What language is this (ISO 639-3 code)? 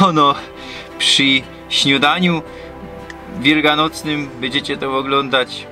szl